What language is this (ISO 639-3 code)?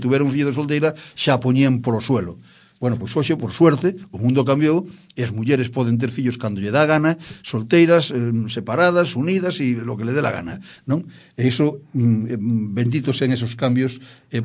glg